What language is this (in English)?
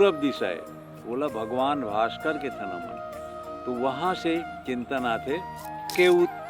Chhattisgarhi